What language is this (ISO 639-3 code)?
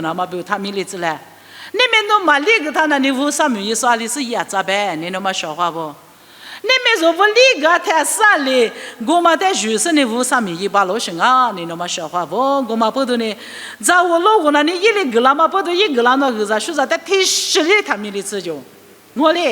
lis